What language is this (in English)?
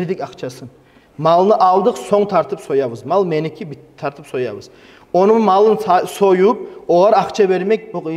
Kumyk